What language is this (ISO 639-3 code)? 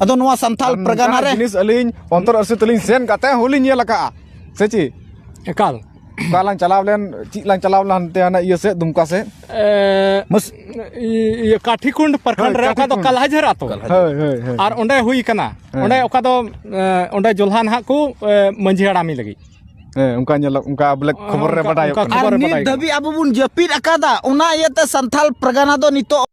sat